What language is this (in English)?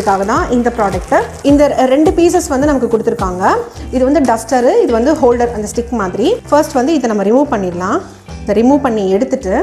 Tamil